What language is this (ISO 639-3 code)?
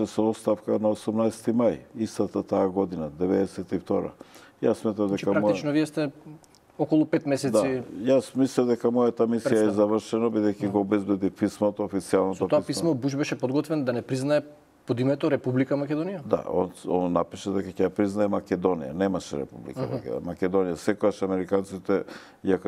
mkd